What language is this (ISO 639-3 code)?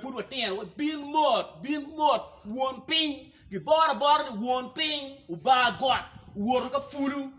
ach